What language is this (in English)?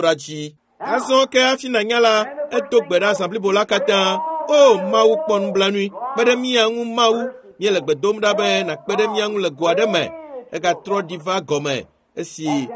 Ewe